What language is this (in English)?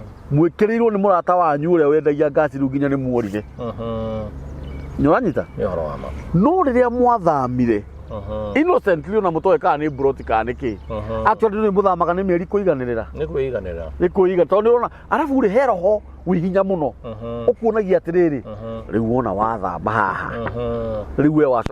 Kikuyu